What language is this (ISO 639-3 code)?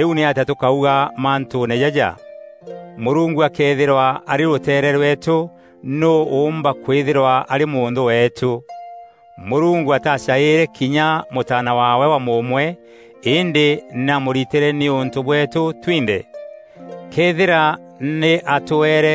mer